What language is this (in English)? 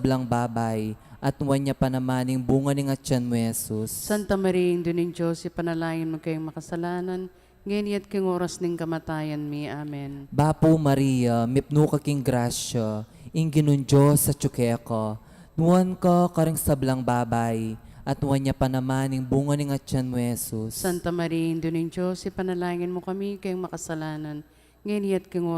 Pampanga